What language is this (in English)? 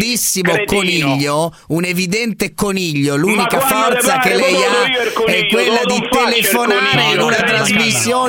Italian